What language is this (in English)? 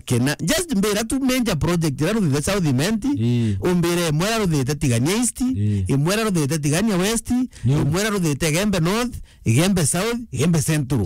Meru